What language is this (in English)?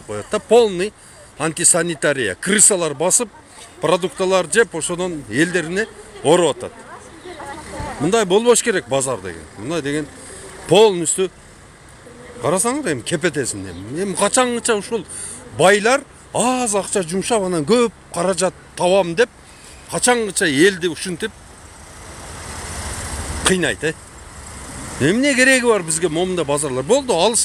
Kyrgyz